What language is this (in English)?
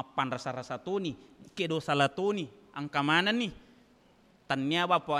Buginese